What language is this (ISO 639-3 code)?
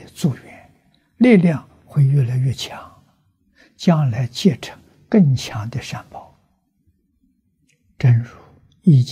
zho